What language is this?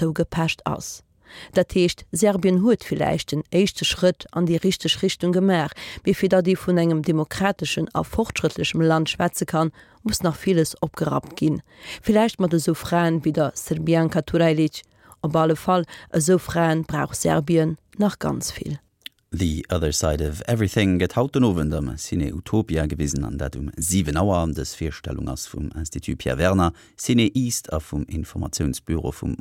Luxembourgish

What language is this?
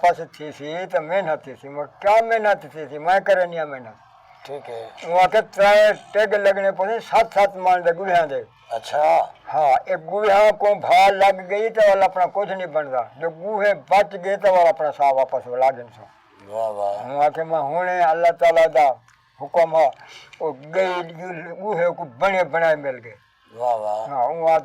Saraiki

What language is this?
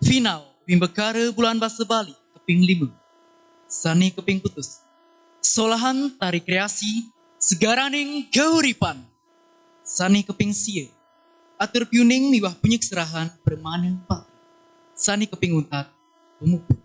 Balinese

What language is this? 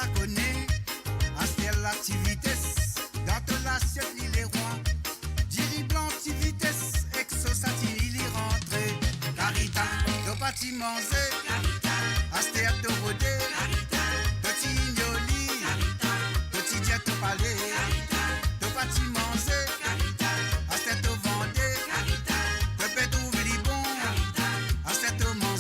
Morisyen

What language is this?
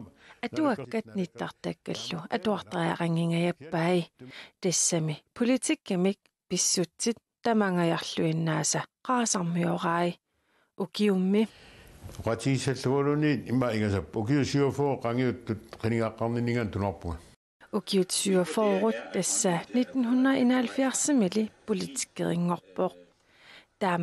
Kalaallisut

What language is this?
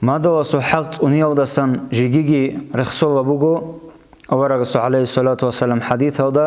Avaric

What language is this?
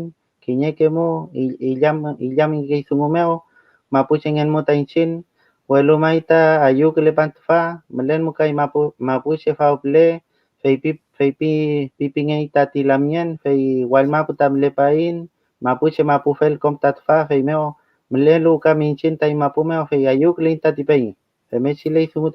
Mapuche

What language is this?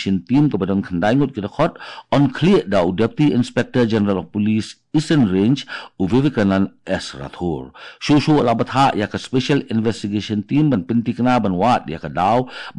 Khasi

